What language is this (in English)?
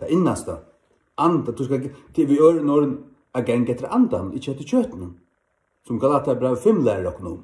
Faroese